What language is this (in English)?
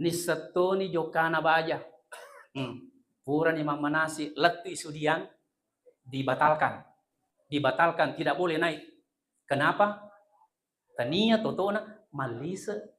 Buginese